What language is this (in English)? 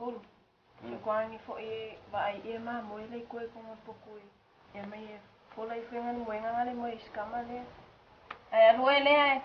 Samoan